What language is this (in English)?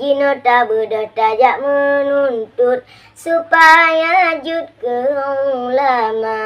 Achinese